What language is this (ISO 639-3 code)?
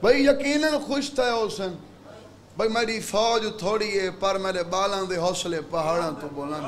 skr